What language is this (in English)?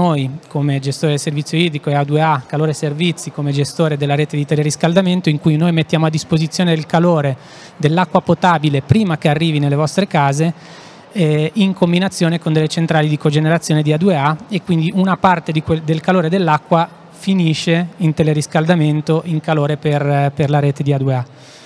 Italian